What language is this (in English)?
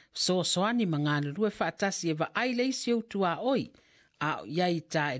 Samoan